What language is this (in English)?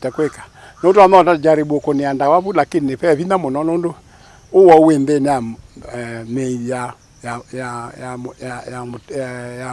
Kamba